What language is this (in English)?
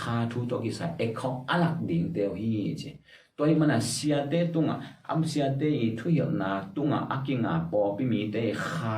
Tedim Chin